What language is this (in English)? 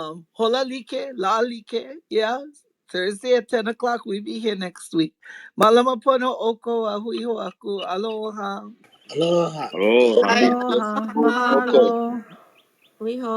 Hawaiian